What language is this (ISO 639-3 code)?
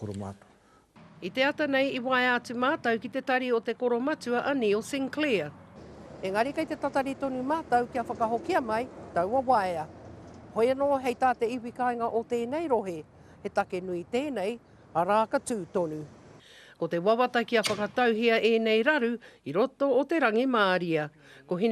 mri